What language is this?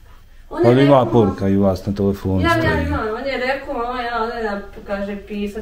Bosnian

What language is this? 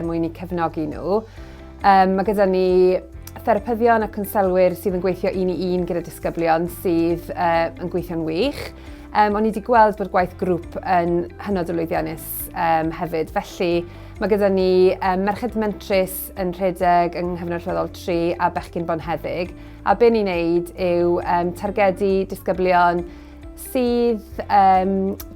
Welsh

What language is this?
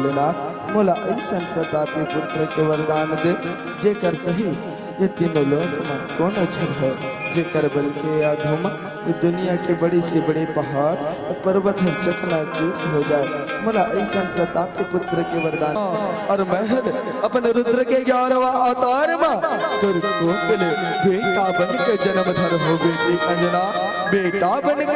Chhattisgarhi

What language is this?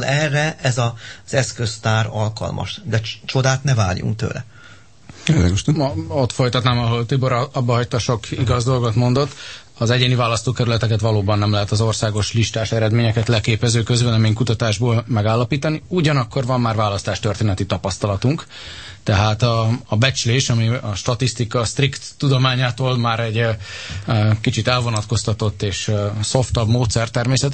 Hungarian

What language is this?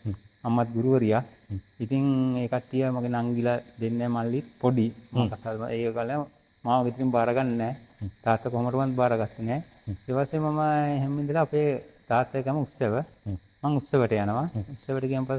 Sinhala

